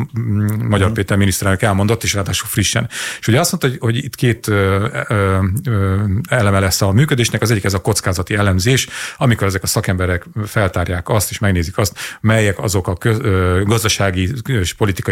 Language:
Hungarian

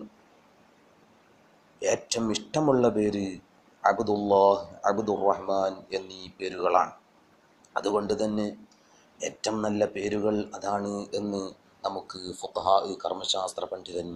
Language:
Malayalam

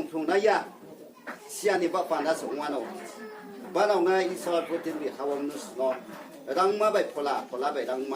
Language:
Riang (India)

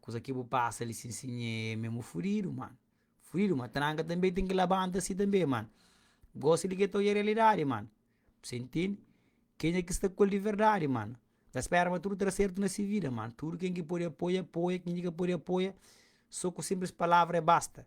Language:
Kabuverdianu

